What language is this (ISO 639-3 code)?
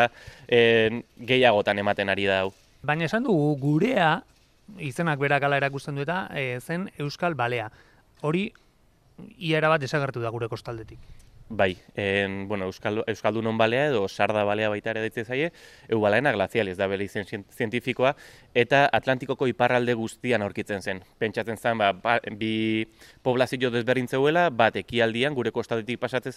eus